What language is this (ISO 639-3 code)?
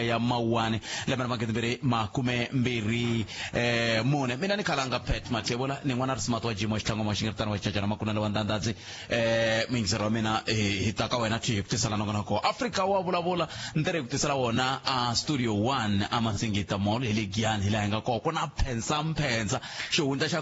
tso